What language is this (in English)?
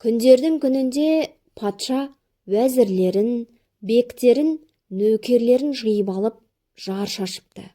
Kazakh